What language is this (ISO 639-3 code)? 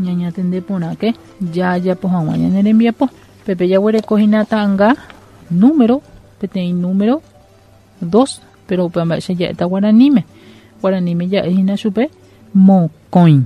grn